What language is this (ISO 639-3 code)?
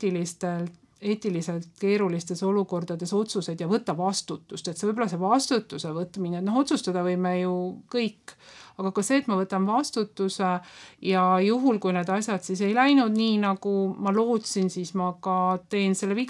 est